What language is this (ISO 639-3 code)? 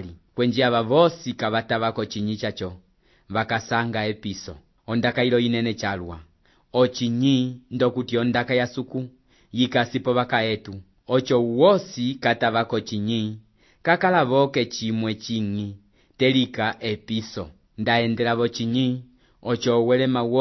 umb